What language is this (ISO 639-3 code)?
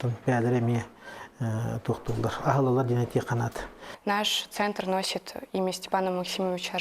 sah